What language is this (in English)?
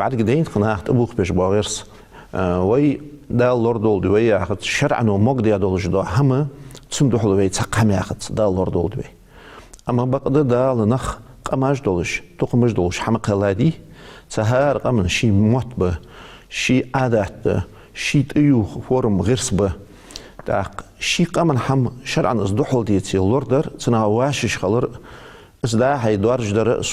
Ingush